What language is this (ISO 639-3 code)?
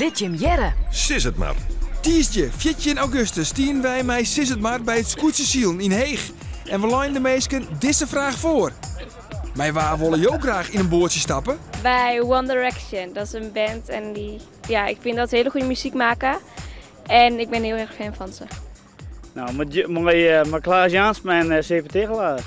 fry